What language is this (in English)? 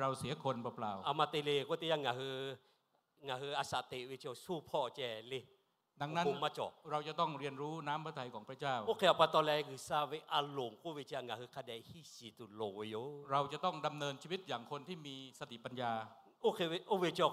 Lahu